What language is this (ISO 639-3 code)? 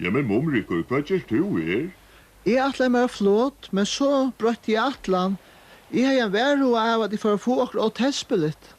fao